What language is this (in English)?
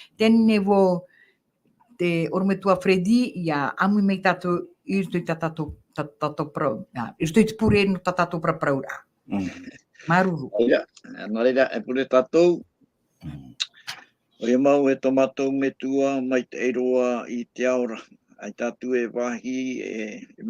Tahitian